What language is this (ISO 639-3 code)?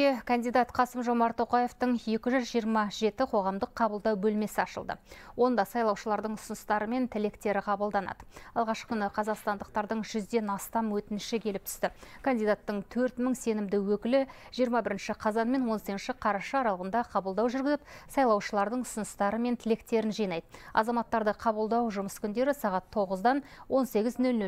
kaz